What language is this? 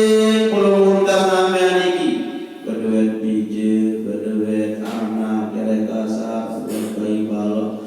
Sasak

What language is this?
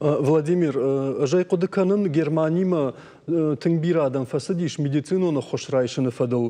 Ossetic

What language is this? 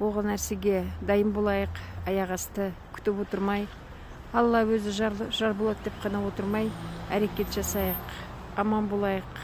Kazakh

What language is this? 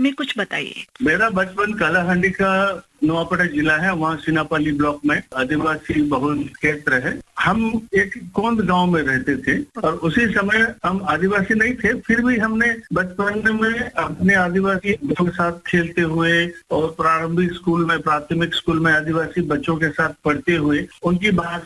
Hindi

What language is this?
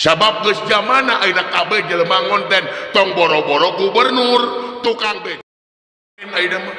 Sundanese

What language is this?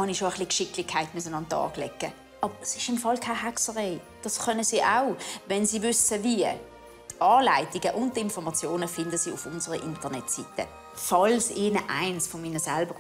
Swiss German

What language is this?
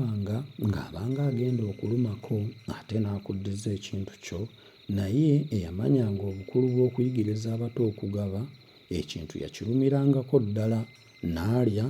Ganda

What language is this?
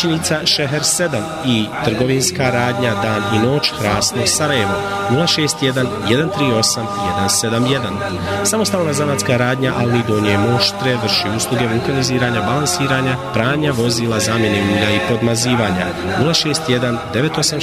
Bosnian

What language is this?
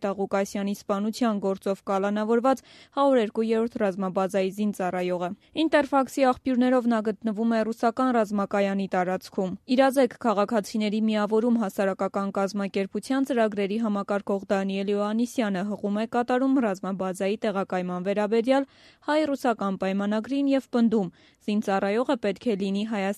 Armenian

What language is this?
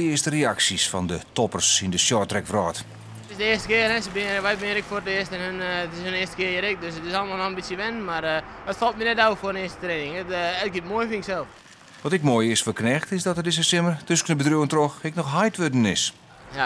Western Frisian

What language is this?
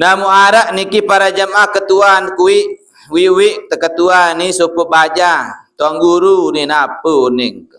Sasak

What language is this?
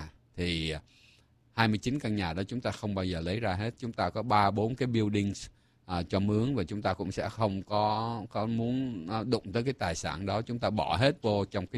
Vietnamese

